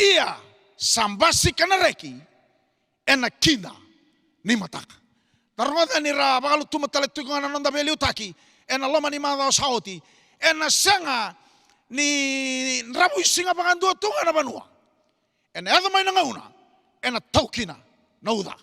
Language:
Fijian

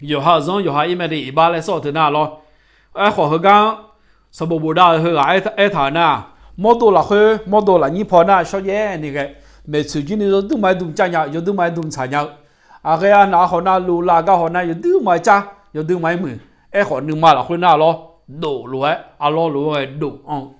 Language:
Akha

